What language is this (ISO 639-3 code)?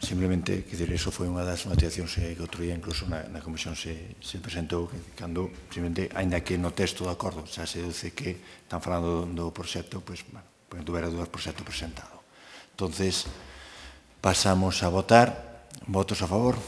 glg